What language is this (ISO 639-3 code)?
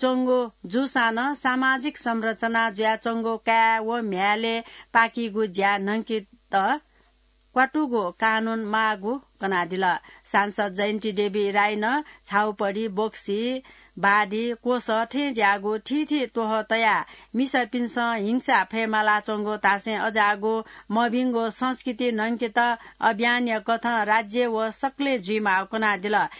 new